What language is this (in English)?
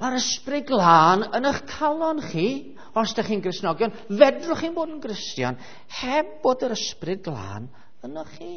Welsh